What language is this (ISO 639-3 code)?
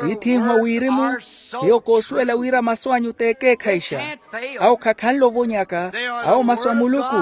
vmw